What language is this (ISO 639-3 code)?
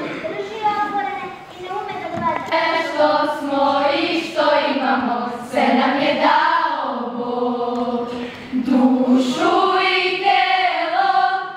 srp